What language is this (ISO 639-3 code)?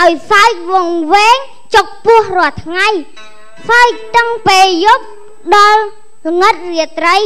khm